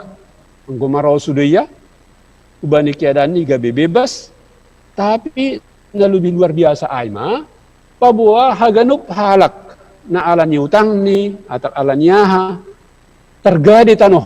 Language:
Batak Simalungun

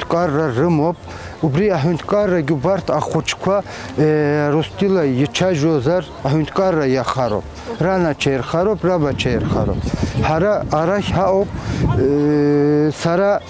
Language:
Abkhazian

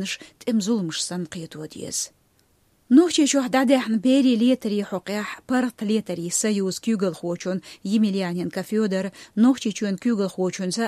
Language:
Chechen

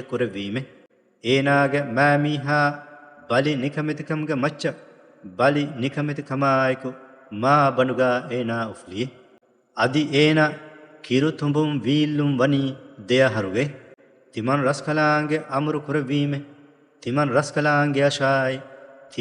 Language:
Divehi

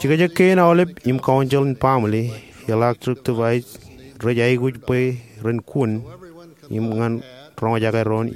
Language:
Marshallese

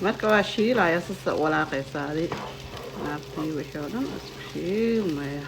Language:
Somali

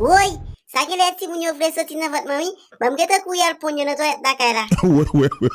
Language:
Haitian Creole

